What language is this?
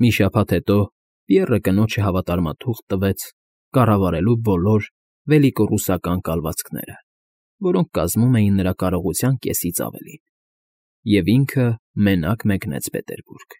Armenian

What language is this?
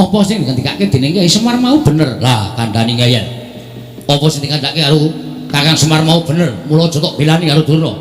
Javanese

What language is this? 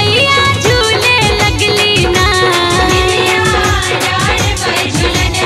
Bhojpuri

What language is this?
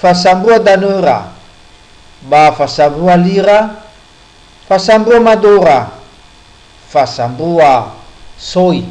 Nias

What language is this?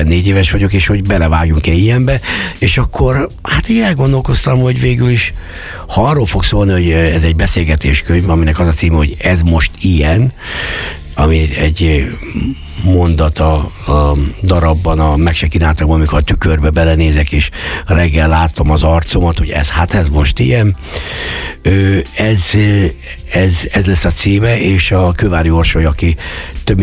Hungarian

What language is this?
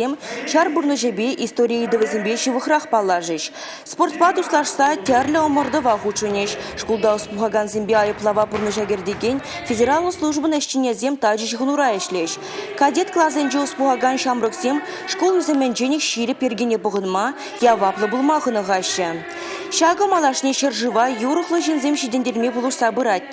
Chuvash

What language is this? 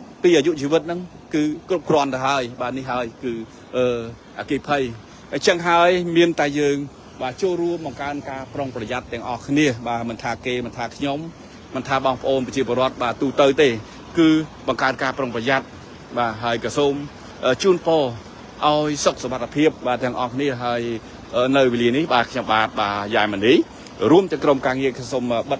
Khmer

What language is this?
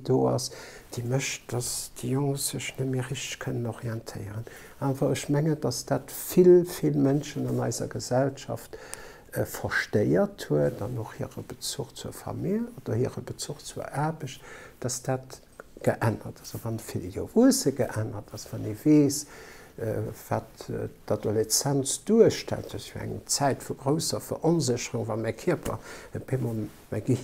Luxembourgish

